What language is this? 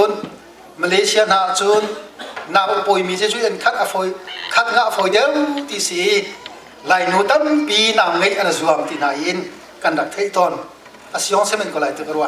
Hakha Chin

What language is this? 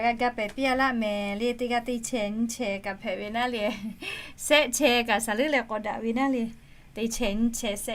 Lahu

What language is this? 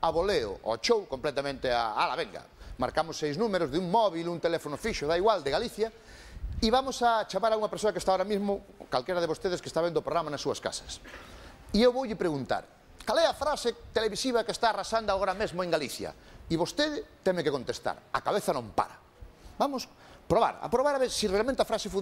Galician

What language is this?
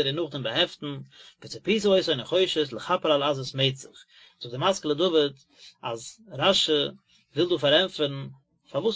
Yiddish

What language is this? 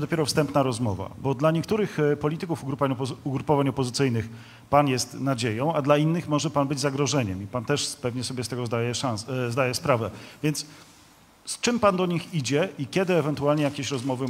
Polish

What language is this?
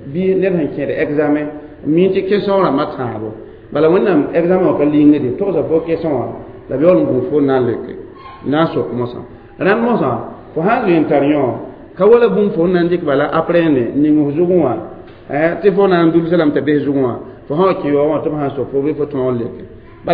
Mossi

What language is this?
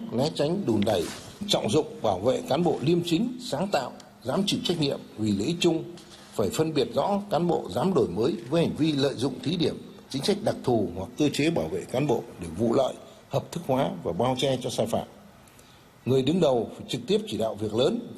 Vietnamese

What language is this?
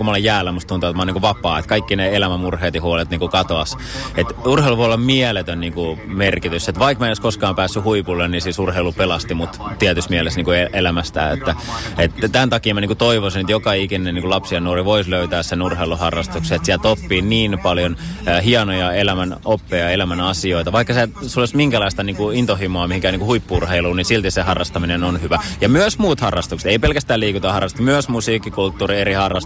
Finnish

